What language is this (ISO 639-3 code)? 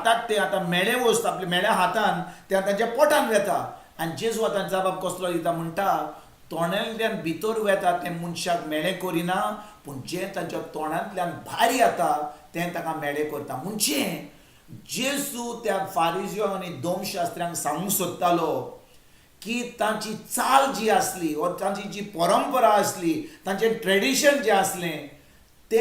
kok